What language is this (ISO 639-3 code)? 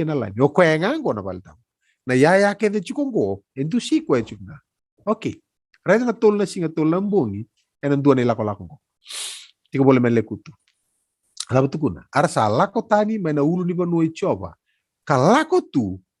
fij